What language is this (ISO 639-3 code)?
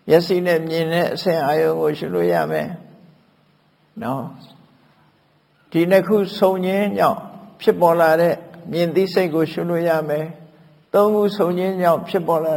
mya